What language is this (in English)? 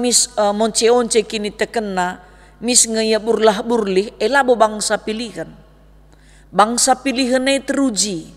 Batak Karo